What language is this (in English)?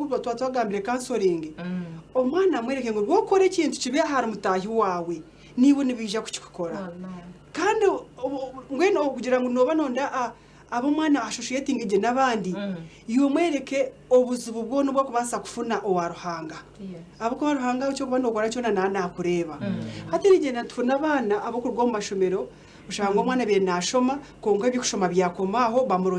Nyankole